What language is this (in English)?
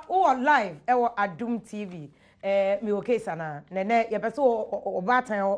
Akan